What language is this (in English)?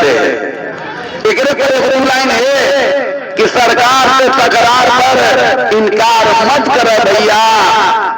Magahi